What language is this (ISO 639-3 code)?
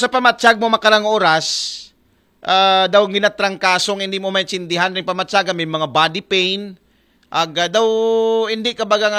akl